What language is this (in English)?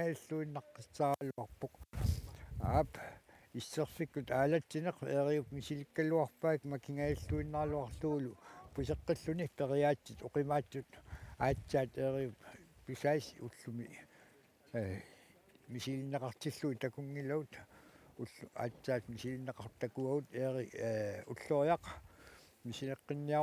Kalaallisut